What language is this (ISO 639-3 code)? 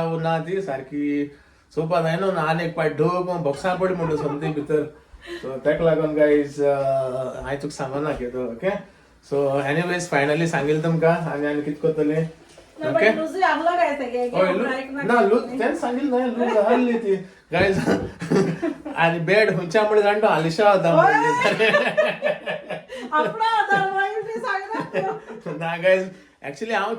kok